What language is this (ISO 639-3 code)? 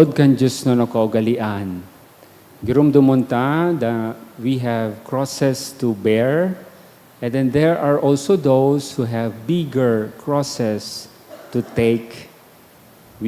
bik